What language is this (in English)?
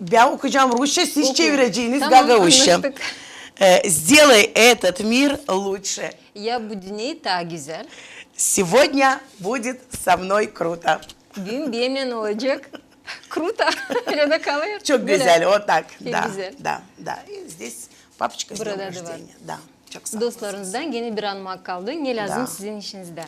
Gagauz